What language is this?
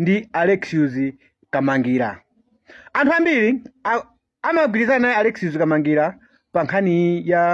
Nyanja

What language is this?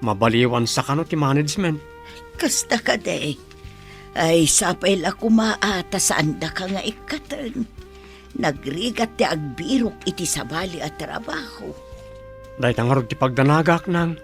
Iloko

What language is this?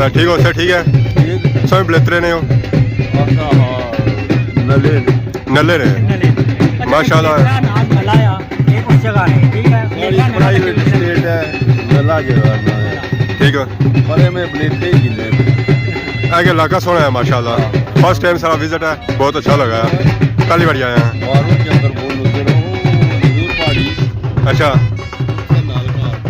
Pahari-Potwari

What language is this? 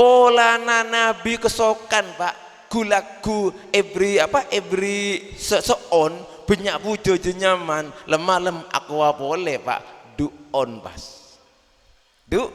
Madurese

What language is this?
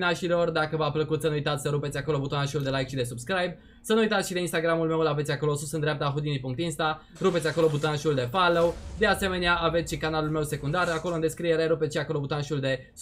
Romanian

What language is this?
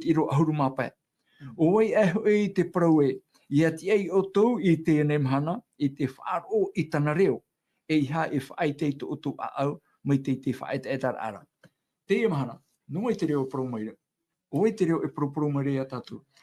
Tahitian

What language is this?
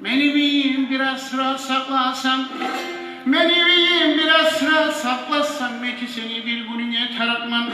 Kumyk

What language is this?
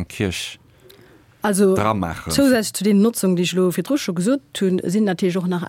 Luxembourgish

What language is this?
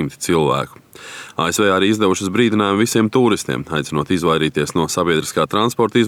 Latvian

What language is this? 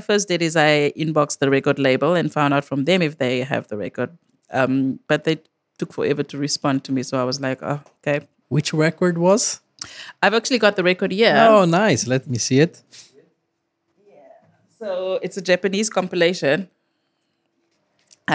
English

